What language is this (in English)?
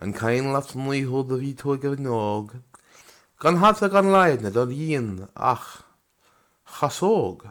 Irish